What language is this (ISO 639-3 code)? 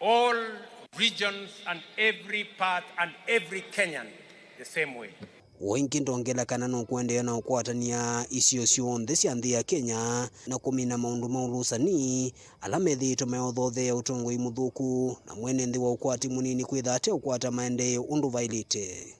kam